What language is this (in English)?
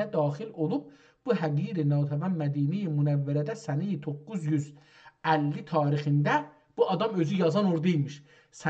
South Azerbaijani